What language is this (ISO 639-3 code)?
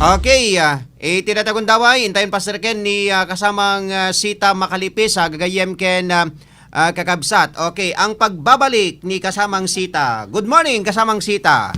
ilo